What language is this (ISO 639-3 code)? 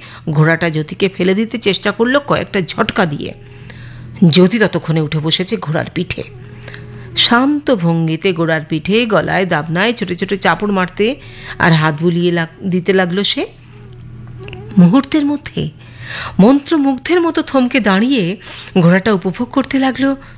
ben